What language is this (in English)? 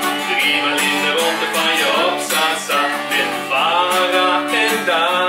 Dutch